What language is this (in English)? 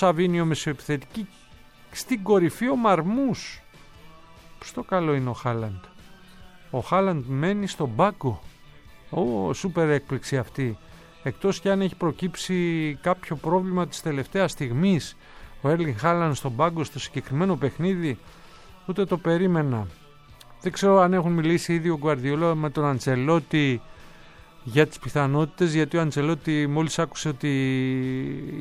Greek